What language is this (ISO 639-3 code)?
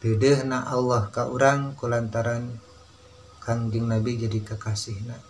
sun